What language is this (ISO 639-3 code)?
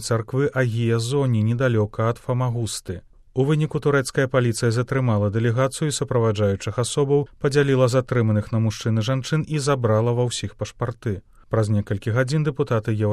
bel